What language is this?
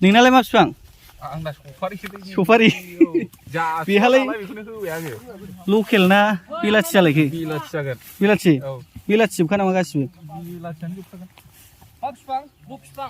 Bodo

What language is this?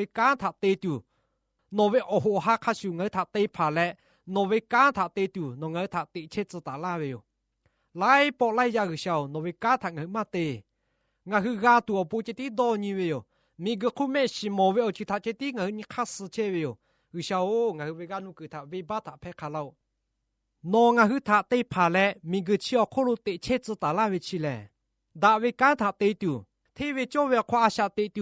Lahu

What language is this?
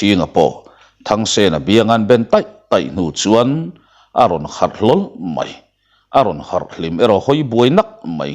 Mizo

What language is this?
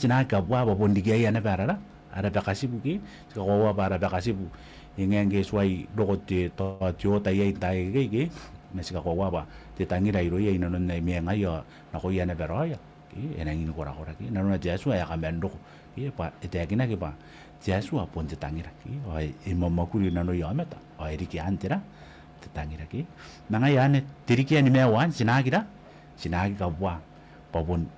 Gilbertese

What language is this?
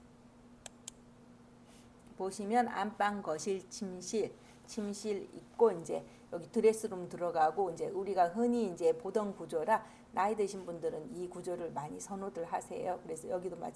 Korean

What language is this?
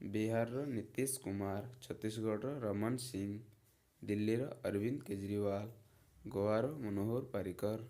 Odia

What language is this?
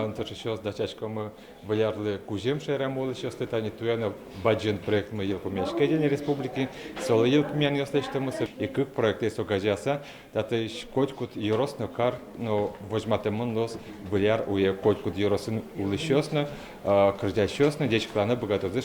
Udmurt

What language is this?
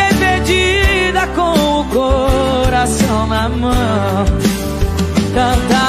Portuguese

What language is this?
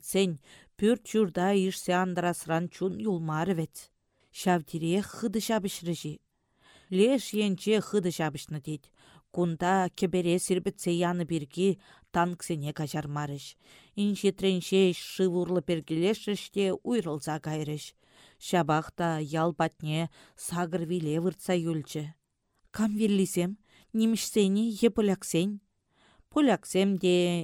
Chuvash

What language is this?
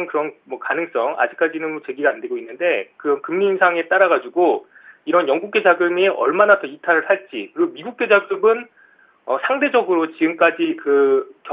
Korean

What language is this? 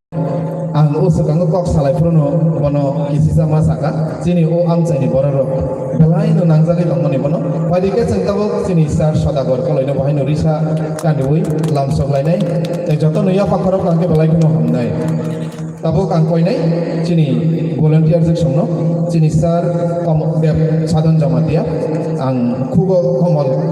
Kok Borok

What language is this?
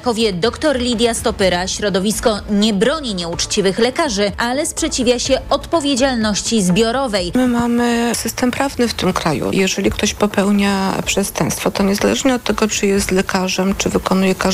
Polish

